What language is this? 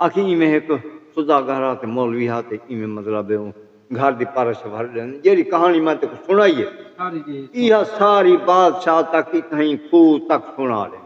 Saraiki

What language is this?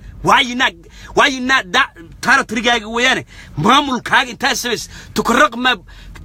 Somali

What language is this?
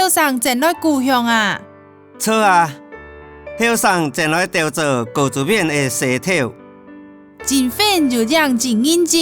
Hakka Chinese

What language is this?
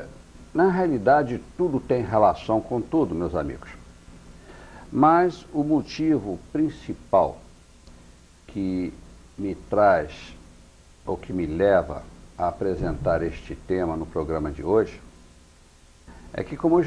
Portuguese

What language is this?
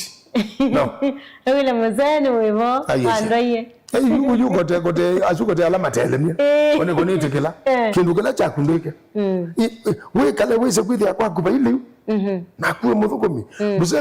Kamba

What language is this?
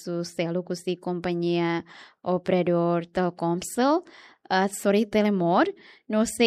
Tetum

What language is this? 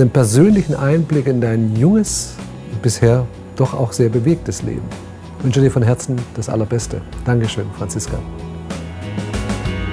German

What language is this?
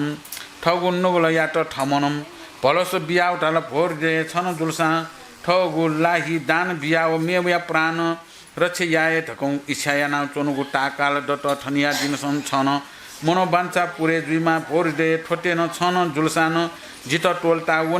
Newari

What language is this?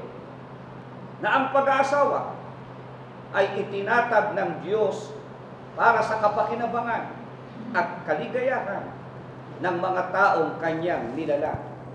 Filipino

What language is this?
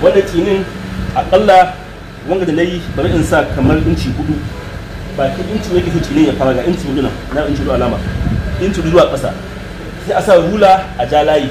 Hausa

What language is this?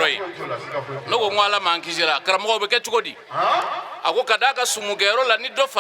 Bambara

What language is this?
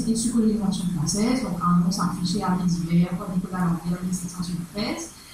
Morisyen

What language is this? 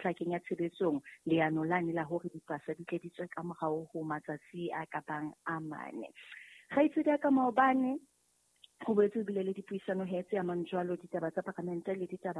Southern Sotho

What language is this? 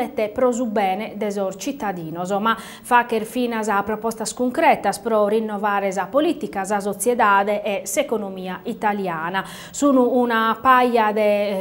Sardinian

